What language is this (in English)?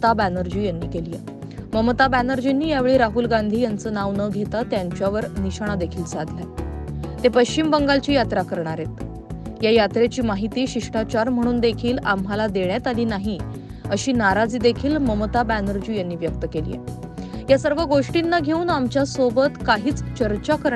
Marathi